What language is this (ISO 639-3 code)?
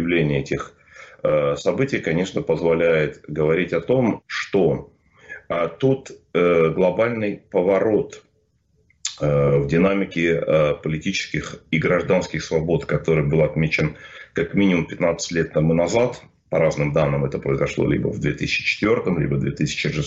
rus